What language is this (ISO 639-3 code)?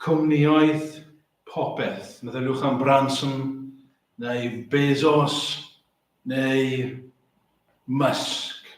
cym